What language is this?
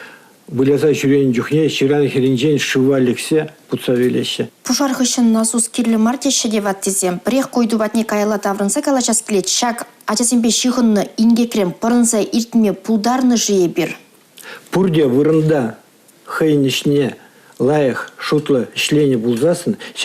Chuvash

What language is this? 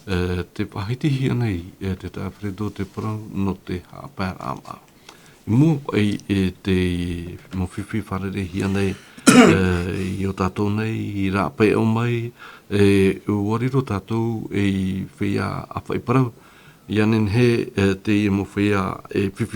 Tahitian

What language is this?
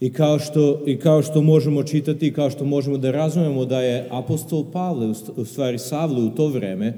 Serbian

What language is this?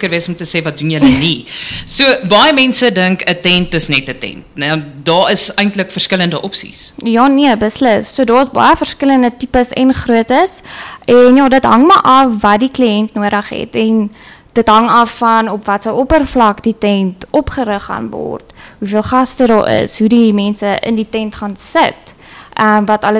Afrikaans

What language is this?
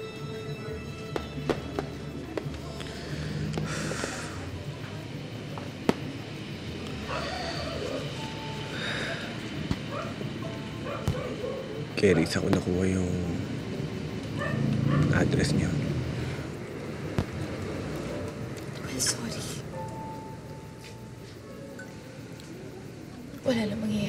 Filipino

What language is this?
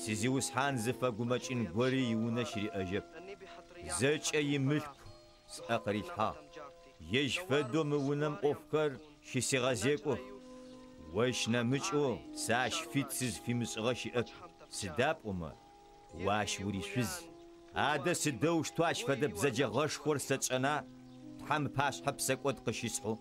Adyghe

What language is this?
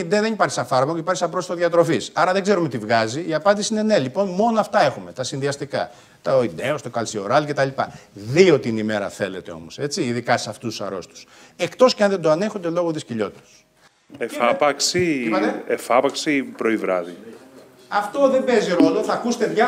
Greek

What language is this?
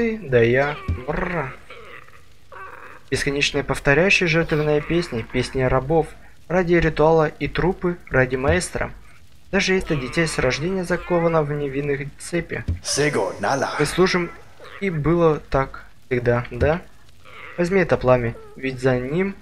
Russian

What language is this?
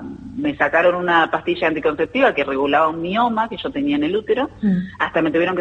Spanish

